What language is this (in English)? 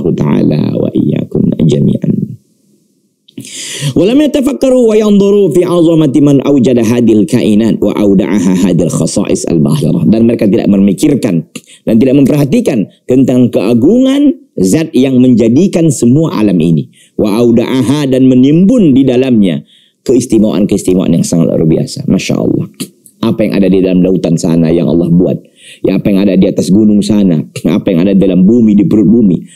Indonesian